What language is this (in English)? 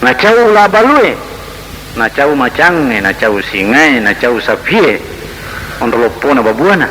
Buginese